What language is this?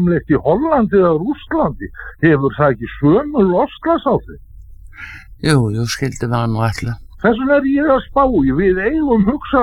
Icelandic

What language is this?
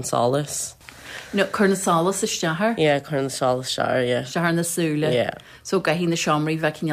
Irish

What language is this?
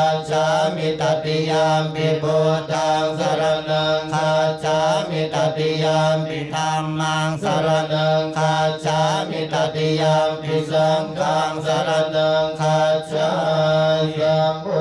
Pali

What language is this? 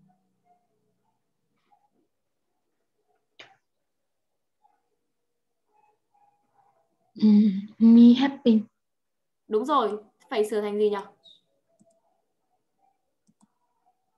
Vietnamese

